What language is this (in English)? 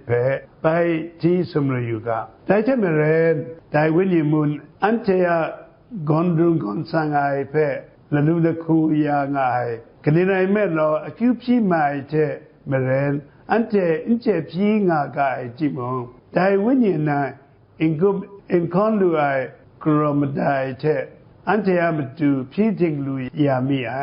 Kachin